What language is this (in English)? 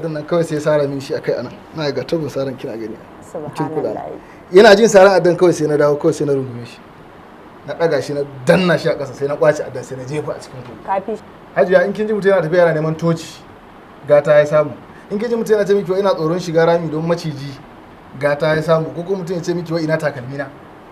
Hausa